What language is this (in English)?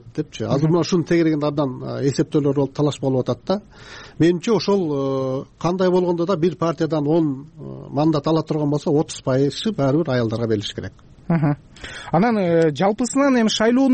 Kyrgyz